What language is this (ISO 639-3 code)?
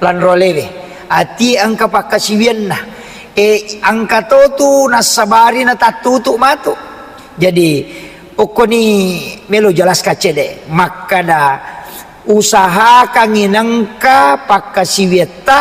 bug